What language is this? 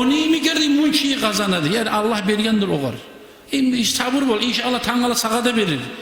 Kumyk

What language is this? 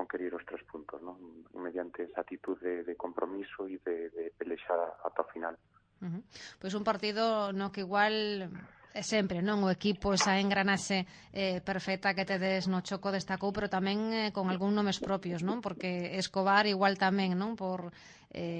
Galician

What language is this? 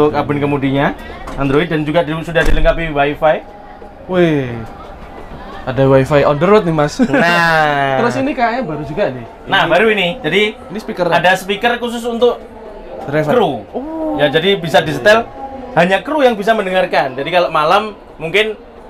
Indonesian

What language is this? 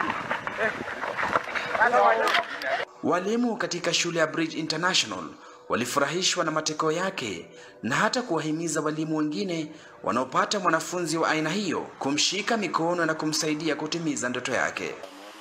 Swahili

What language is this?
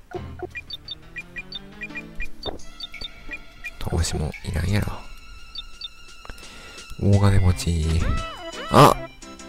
Japanese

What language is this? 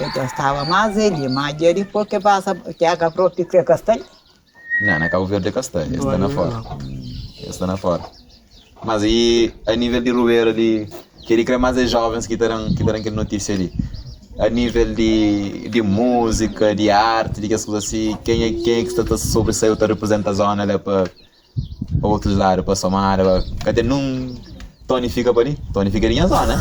Kabuverdianu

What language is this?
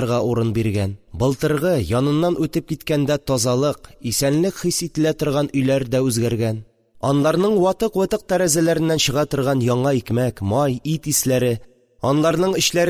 Tatar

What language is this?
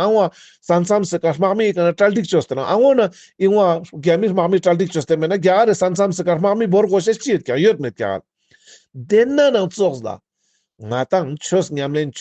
Ladakhi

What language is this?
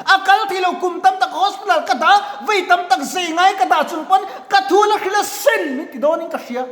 Mizo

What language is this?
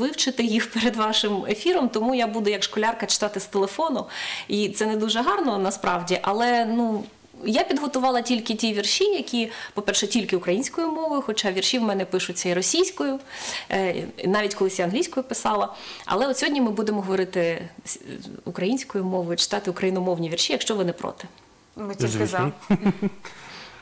Ukrainian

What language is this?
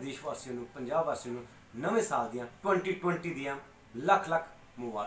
Punjabi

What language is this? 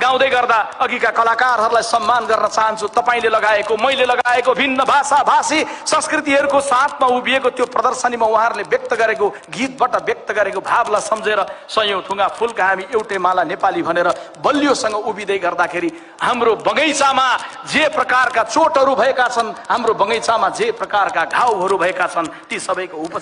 Nepali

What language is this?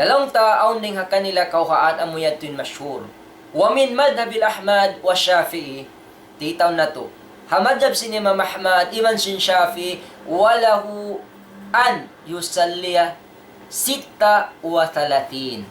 Tausug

